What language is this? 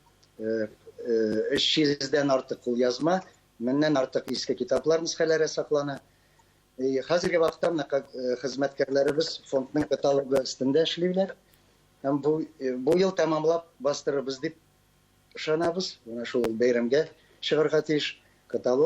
Tatar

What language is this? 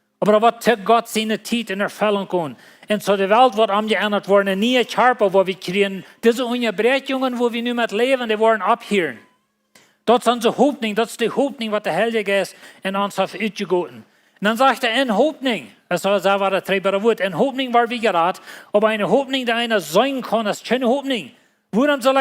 Plautdietsch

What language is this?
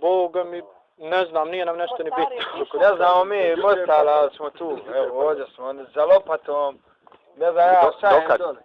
Bosnian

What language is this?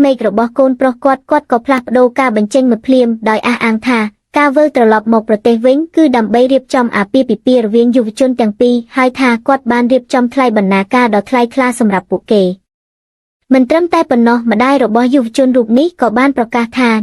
Khmer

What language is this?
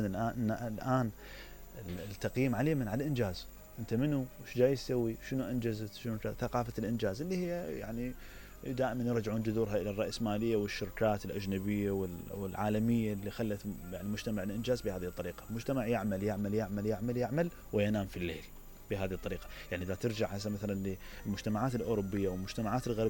Mesopotamian Arabic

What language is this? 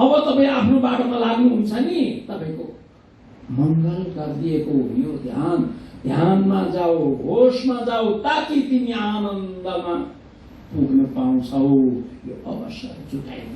Nepali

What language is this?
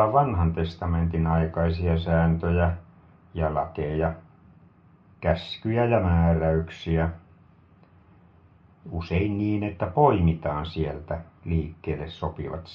Finnish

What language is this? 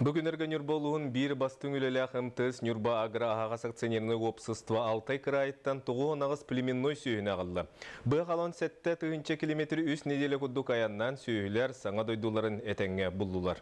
Yakut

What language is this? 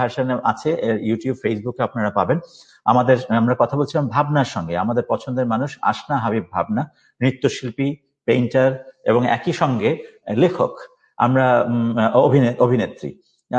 Bangla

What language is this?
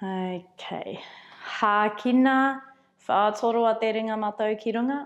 Māori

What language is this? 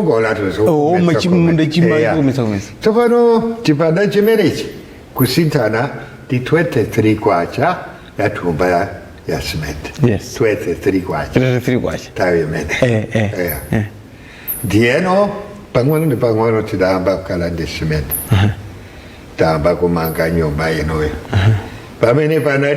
Nyanja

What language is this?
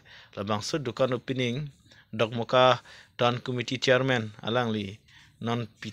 Karbi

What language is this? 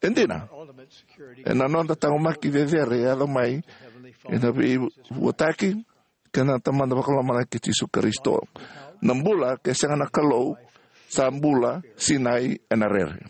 Fijian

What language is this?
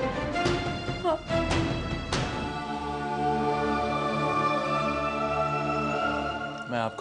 Hindi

